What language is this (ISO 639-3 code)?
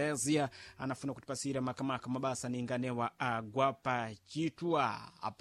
seh